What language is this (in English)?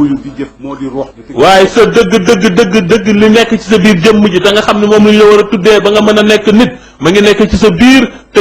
Wolof